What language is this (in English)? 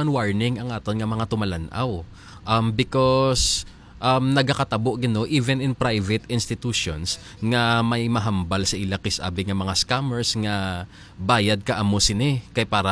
Hiligaynon